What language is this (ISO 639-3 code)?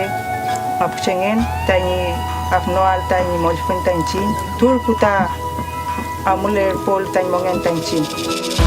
arn